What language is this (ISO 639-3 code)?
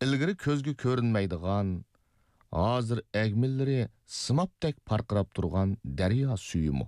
uig